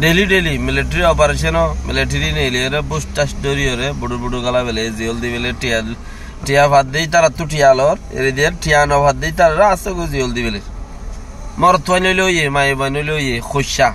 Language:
Rohingya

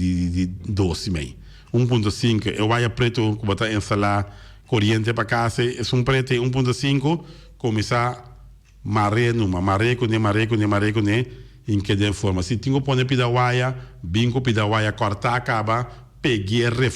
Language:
Papiamento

